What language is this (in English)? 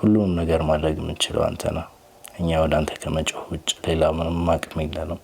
Amharic